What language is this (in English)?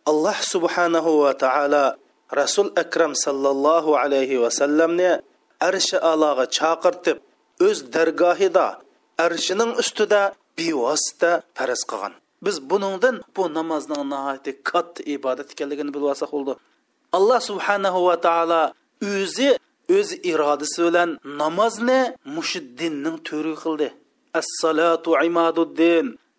Uyghur